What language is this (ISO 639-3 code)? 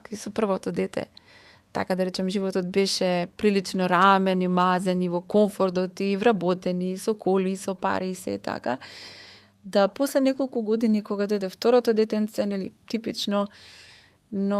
mkd